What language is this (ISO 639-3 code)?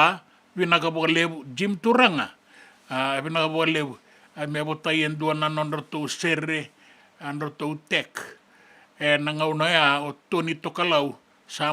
fij